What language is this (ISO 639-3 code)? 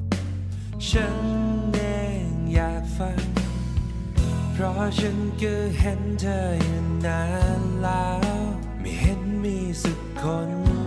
tha